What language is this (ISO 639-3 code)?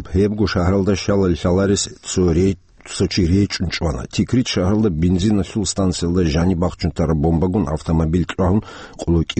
ava